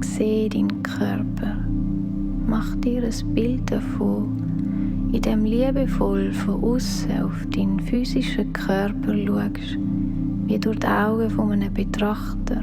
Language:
Swiss German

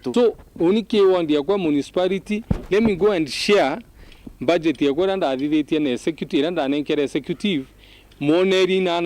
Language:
Meru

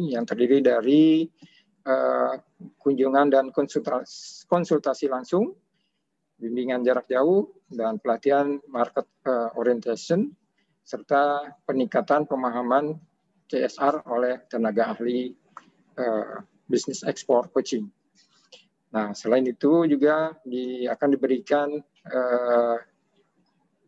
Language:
Indonesian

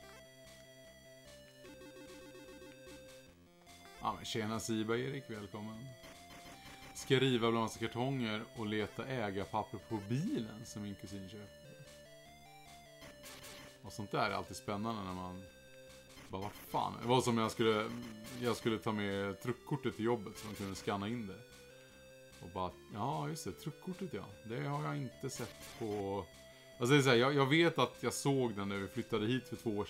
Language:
Swedish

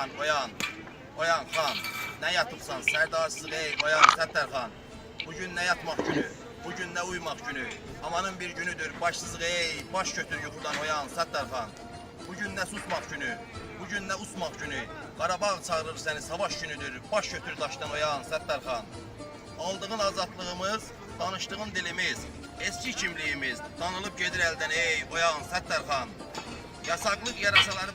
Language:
South Azerbaijani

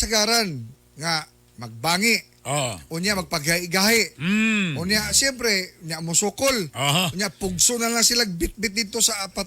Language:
Cebuano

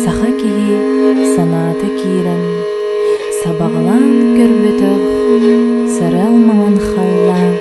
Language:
Yakut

